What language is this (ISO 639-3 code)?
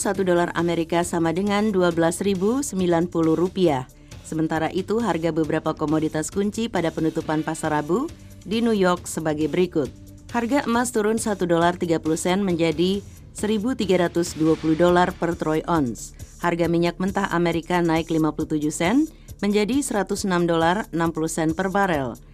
ind